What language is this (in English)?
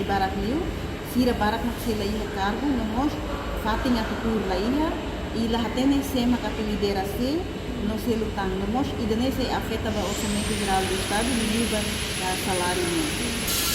Tetum